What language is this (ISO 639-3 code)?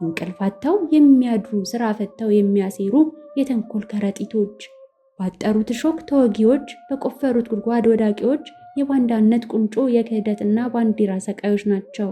amh